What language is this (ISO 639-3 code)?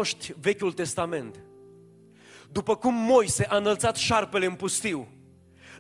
ron